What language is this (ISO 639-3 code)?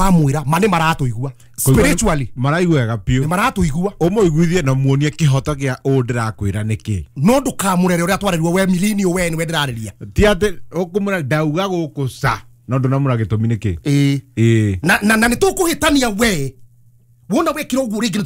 kik